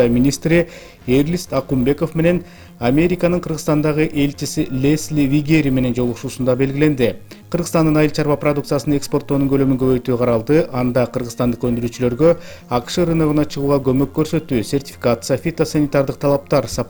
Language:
Kyrgyz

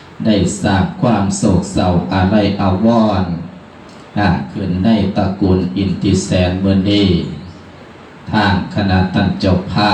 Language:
Lao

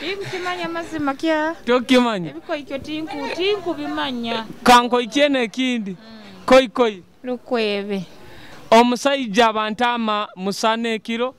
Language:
Nyoro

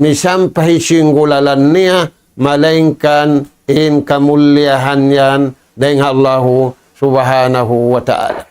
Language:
Tausug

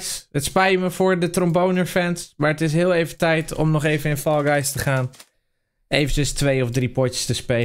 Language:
Dutch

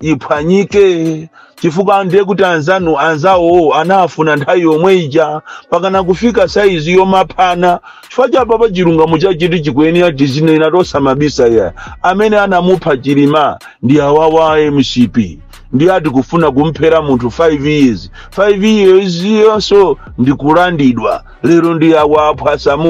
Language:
Nyanja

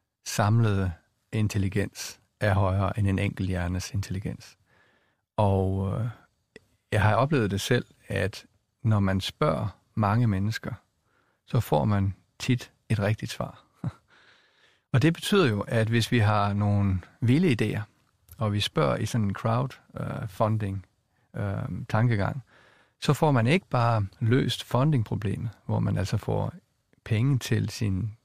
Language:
Danish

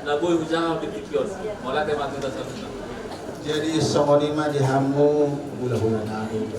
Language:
Batak Toba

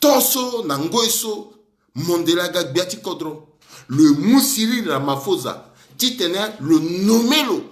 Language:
Sango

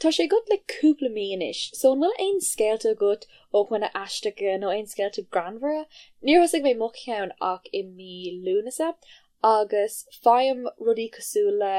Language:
Irish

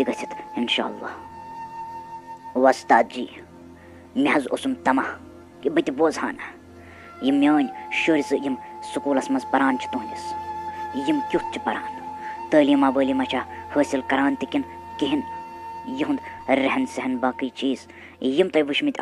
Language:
Kashmiri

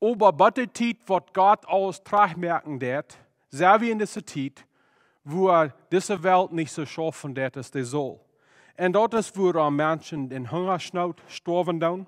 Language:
Plautdietsch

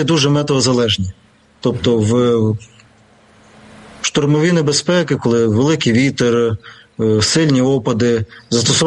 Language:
Ukrainian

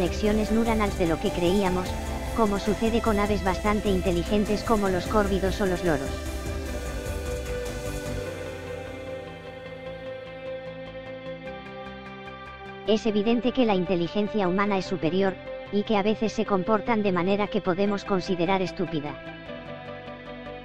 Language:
Spanish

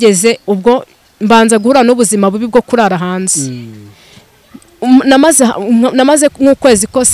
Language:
Kinyarwanda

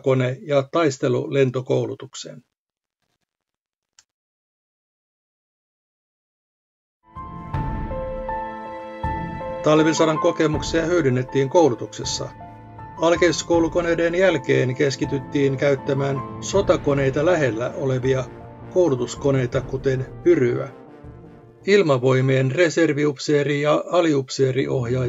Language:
Finnish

